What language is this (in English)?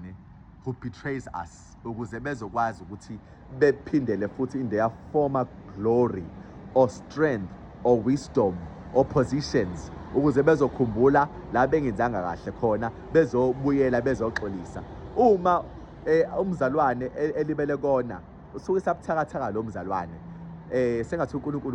Zulu